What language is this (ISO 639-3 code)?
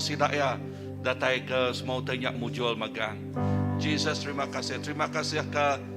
iba